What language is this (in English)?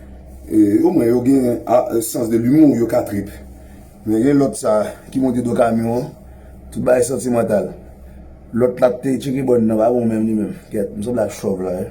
Haitian Creole